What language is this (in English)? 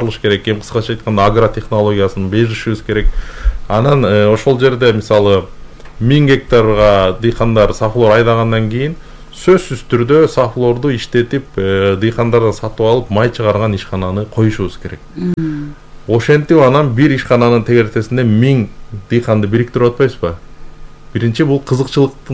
Kyrgyz